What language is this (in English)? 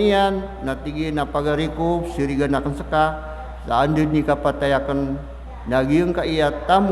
Maranao